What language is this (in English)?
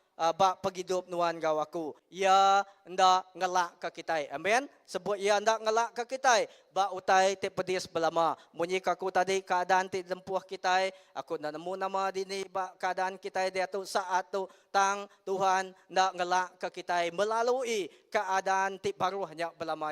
Iban